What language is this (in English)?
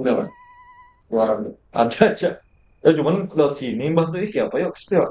Banjar